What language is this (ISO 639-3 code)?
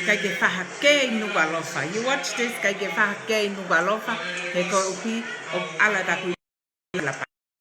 ton